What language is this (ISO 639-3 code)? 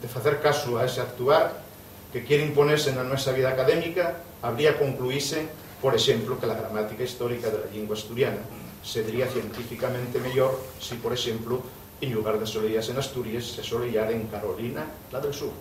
ast